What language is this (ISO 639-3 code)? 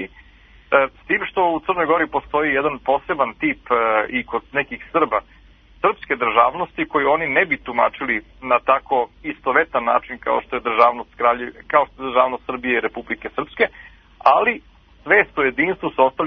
srp